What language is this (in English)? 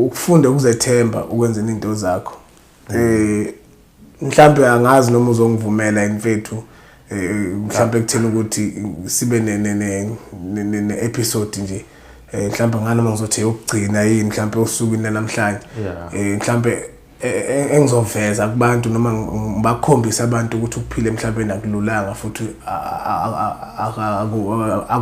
Zulu